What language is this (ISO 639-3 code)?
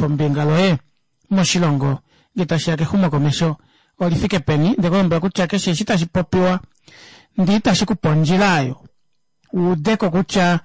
kua